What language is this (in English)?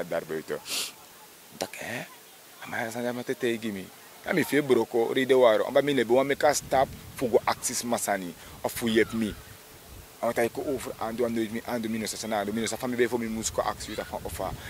Sranan Tongo